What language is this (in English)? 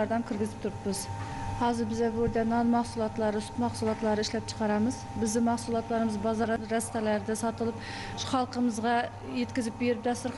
Uzbek